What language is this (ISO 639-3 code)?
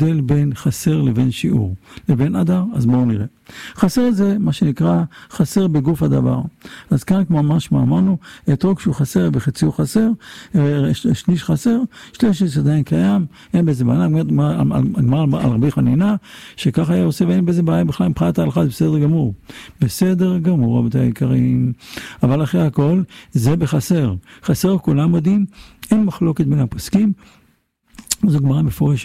heb